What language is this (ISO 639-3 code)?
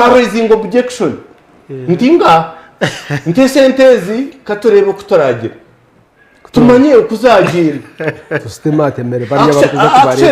nyn